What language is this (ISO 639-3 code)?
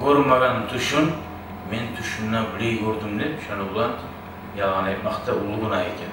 kum